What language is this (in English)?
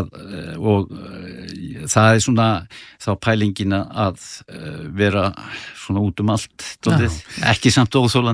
Icelandic